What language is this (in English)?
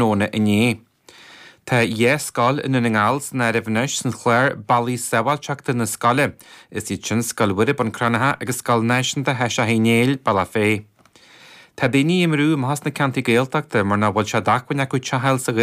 Irish